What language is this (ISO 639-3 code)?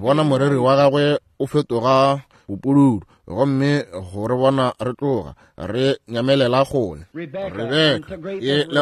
nso